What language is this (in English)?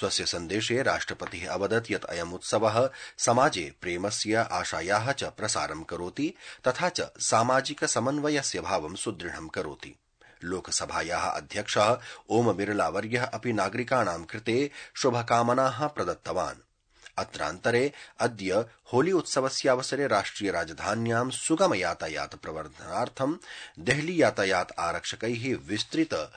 Sanskrit